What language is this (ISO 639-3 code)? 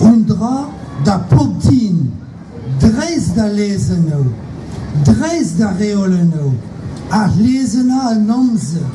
bre